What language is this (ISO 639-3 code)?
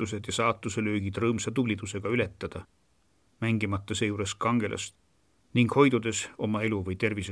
est